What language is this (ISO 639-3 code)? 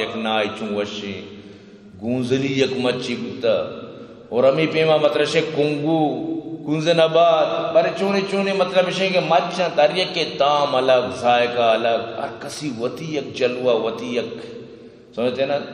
bgp